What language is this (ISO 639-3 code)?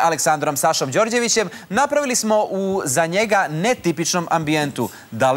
srp